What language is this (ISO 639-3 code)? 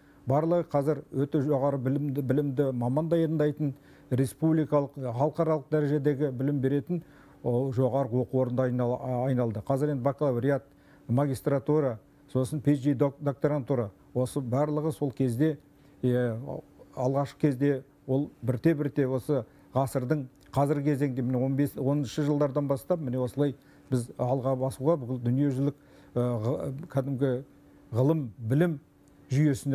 kaz